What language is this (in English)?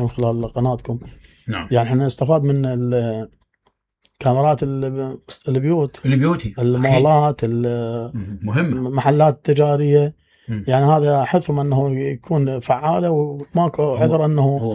Mesopotamian Arabic